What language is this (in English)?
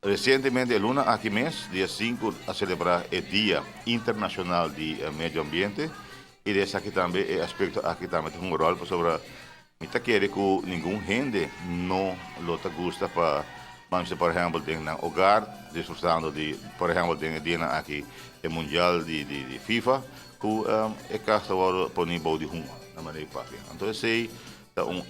Papiamento